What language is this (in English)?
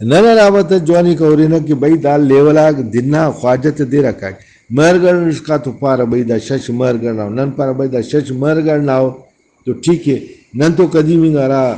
Brahui